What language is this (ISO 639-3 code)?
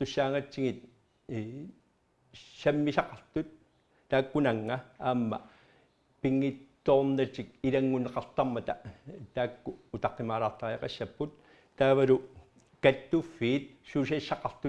kal